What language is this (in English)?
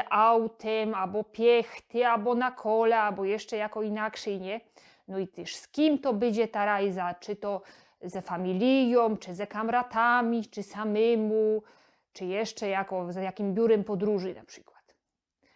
Silesian